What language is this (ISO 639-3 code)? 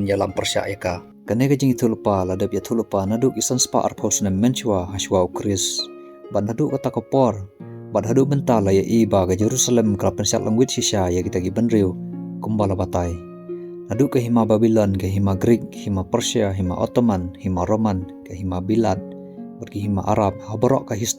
kha